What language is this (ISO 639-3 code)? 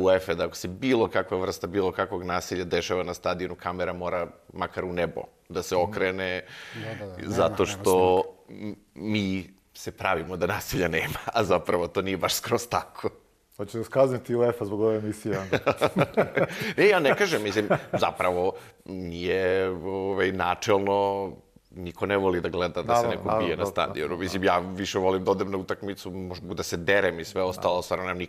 srp